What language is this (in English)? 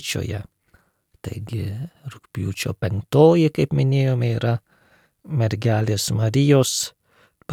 Lithuanian